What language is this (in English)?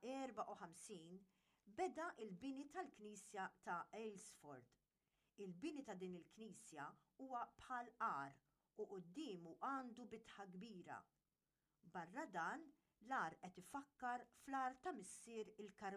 Maltese